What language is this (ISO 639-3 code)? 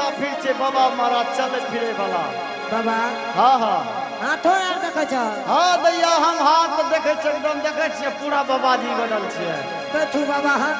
anp